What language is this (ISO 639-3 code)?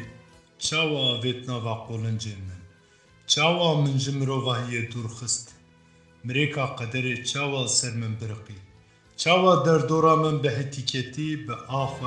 kur